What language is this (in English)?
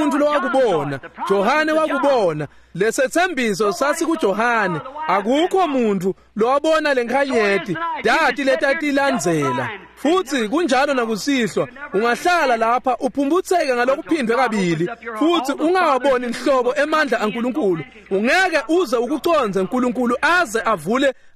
Swati